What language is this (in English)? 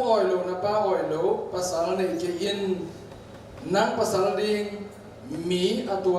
Tedim Chin